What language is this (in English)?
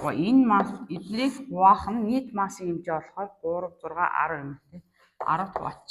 Mongolian